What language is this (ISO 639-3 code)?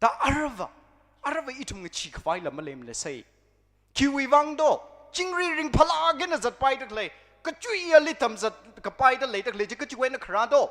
nmf